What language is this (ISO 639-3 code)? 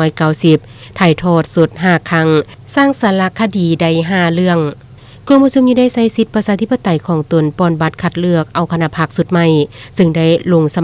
lao